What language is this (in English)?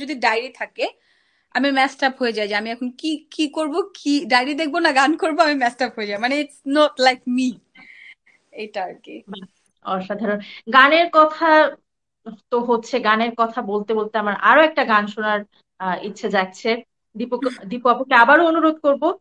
Bangla